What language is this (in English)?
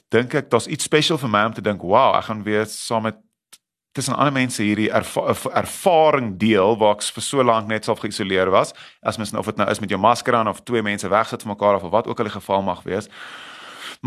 Afrikaans